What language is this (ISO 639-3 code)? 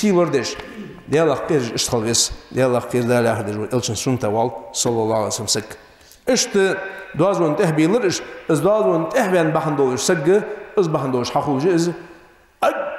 inh